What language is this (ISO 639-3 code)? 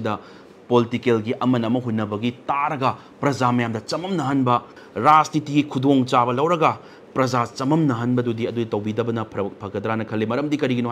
mni